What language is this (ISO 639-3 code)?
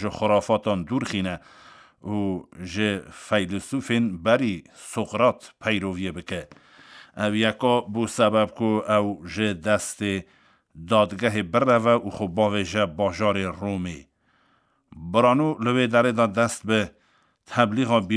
kur